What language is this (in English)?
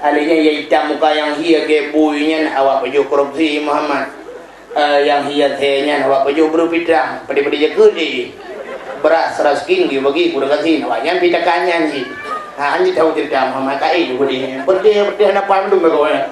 Achinese